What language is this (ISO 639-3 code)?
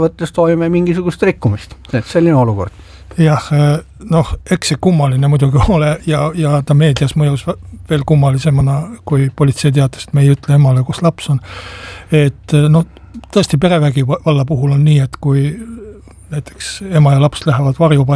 est